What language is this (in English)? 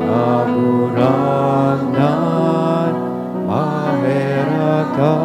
Bikol